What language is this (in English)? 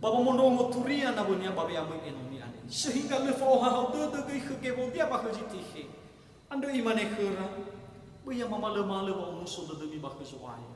Nias